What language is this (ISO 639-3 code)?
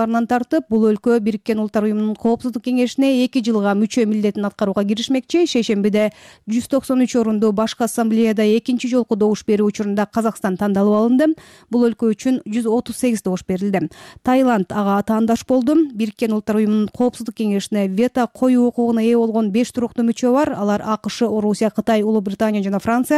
kir